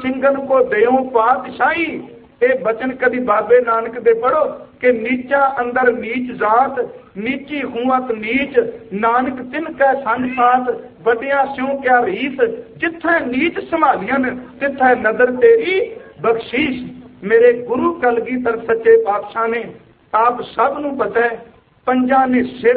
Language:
Punjabi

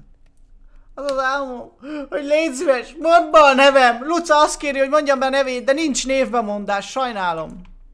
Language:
Hungarian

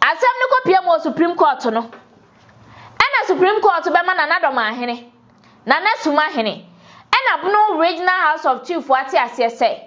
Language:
Akan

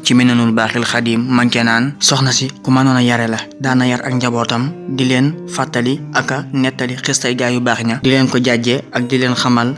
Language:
Wolof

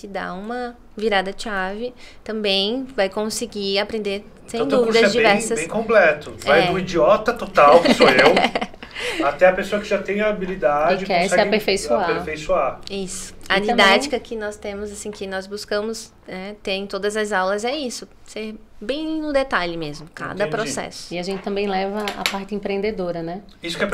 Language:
Portuguese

